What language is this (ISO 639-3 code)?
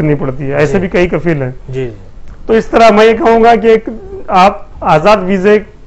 urd